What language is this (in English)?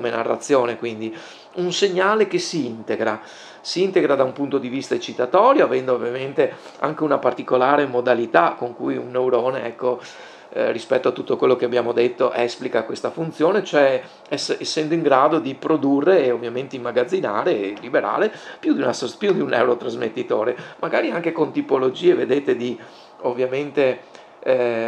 Italian